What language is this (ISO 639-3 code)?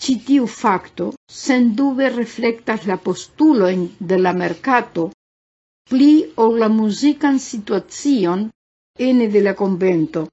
epo